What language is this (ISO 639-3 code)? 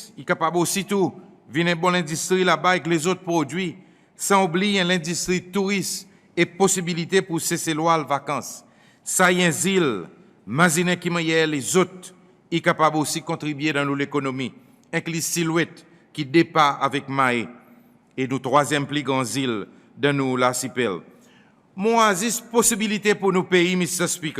crs